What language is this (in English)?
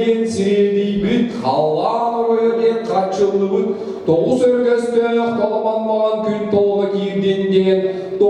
Yakut